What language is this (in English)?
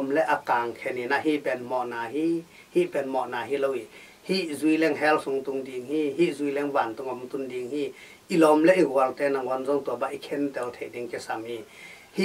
Tedim Chin